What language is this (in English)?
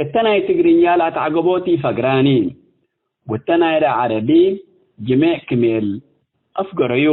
Tigre